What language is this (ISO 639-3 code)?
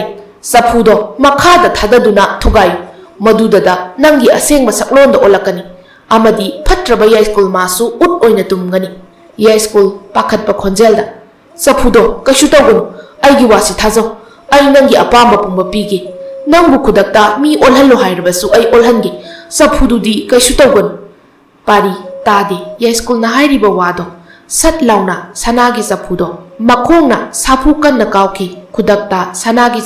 mni